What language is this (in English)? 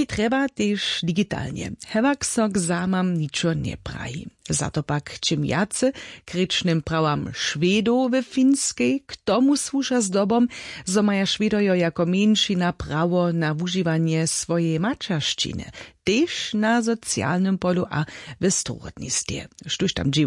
Upper Sorbian